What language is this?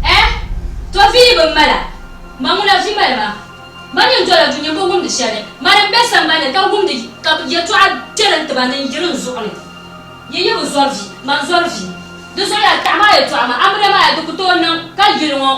Dagbani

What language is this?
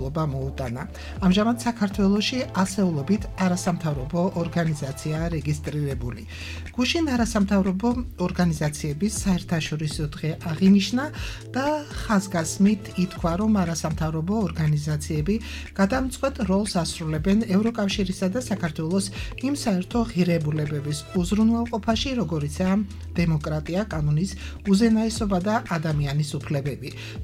Georgian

